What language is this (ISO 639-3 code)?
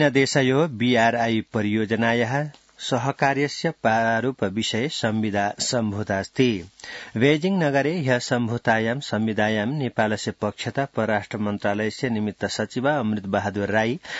san